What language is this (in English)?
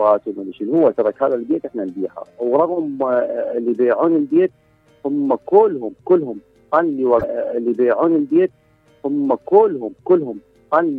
Mesopotamian Arabic